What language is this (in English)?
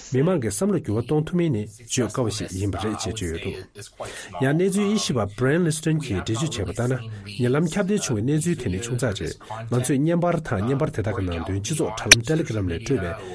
Tibetan